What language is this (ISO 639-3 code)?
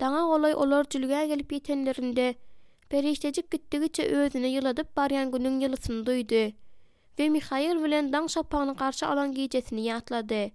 tuk